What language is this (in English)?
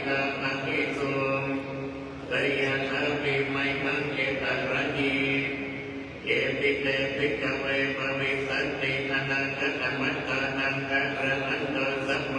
Pali